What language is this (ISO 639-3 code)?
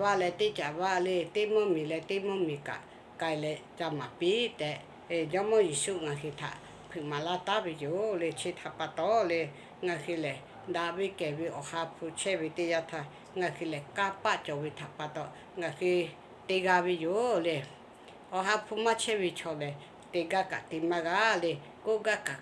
lhu